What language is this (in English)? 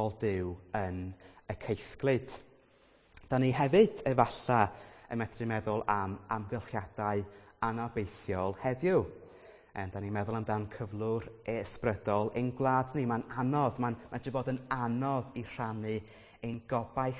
Welsh